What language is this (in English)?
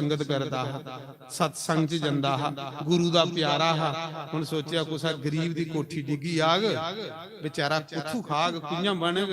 Dogri